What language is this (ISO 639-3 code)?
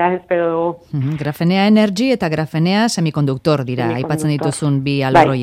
eus